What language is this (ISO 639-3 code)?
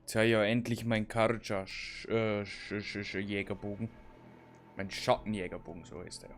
bar